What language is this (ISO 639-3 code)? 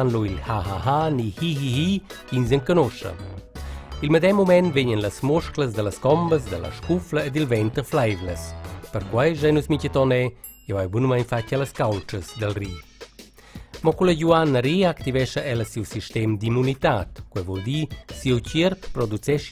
roh